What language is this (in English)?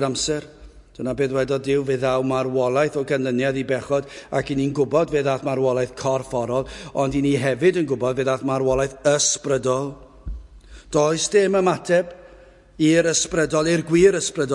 Welsh